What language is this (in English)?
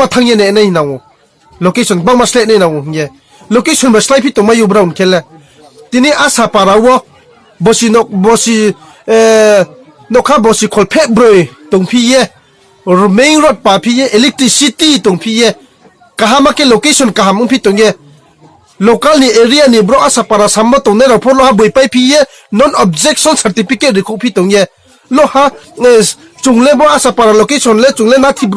Riang (India)